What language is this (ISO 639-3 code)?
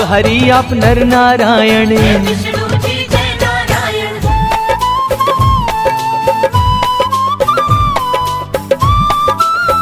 hin